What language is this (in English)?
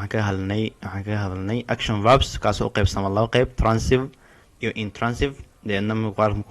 Somali